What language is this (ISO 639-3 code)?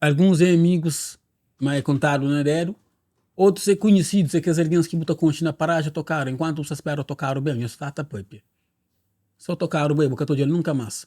kea